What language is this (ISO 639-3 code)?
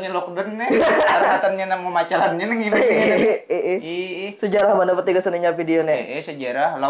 bjn